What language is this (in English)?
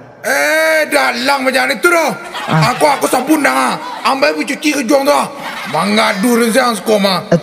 Minangkabau